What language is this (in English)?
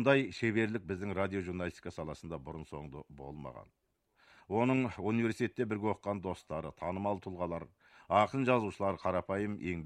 Kazakh